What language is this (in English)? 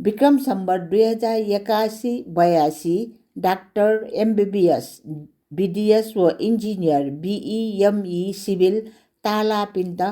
Newari